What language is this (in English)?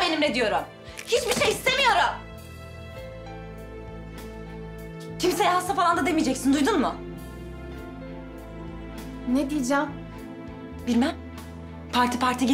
Turkish